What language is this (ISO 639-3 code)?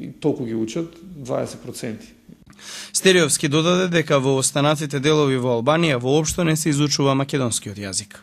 mkd